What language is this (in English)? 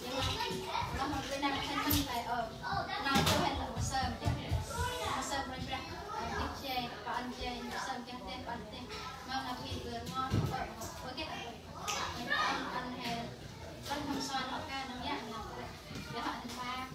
Central Mnong